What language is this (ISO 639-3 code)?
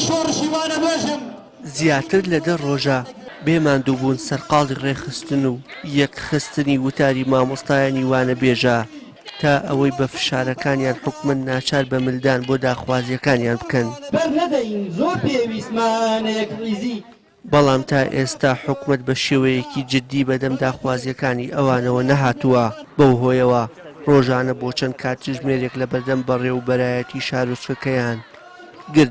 ckb